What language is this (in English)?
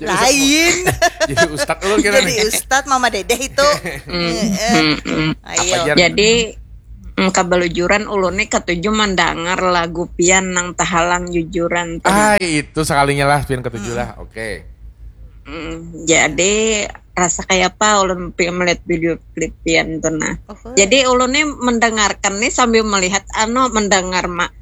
Banjar